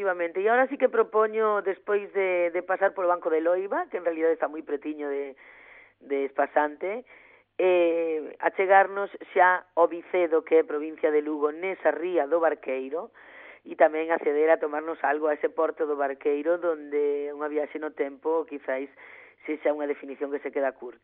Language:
Galician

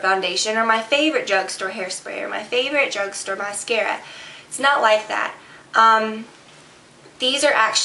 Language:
English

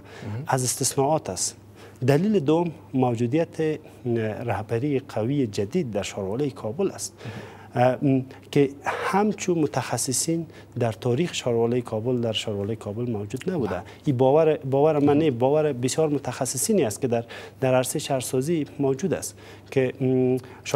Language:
Persian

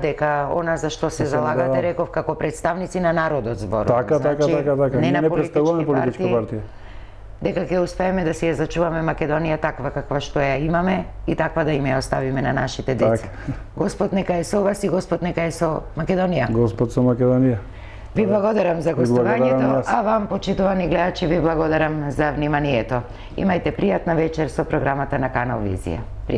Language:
Macedonian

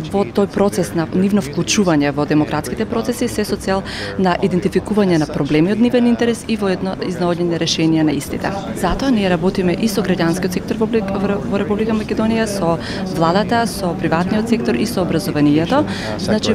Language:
Macedonian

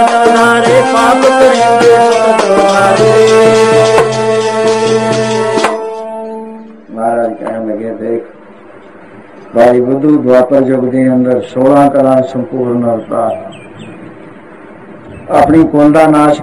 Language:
Punjabi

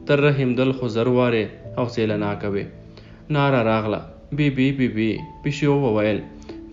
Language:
Pashto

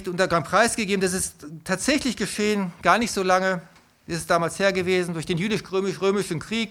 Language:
German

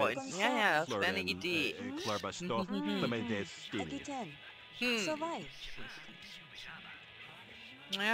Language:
German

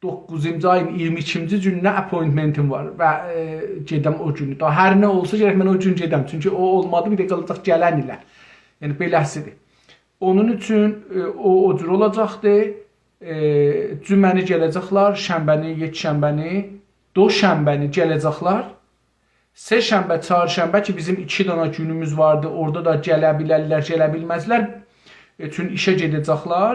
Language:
South Azerbaijani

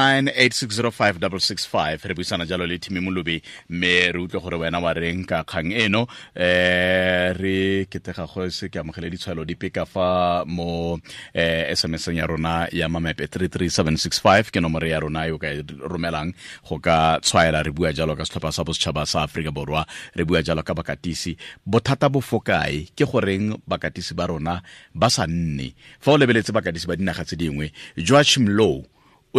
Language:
Tswana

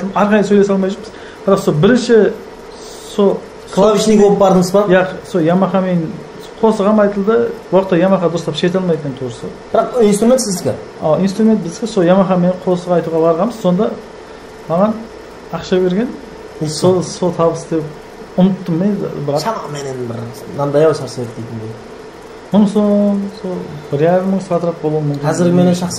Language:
Kara-Kalpak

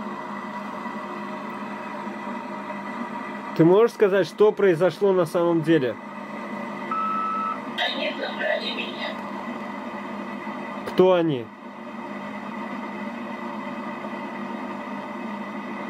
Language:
Russian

